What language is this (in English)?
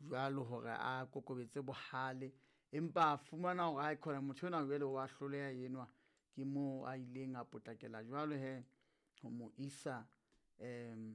Southern Sotho